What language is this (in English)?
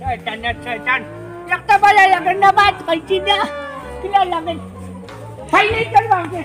Sylheti